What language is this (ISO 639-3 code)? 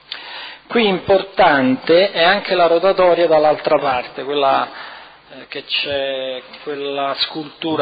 ita